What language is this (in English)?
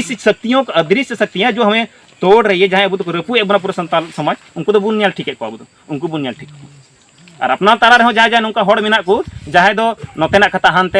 Santali